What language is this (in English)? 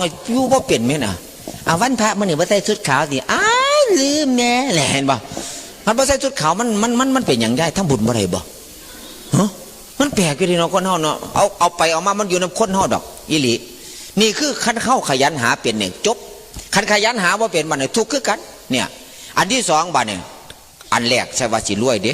Northeastern Thai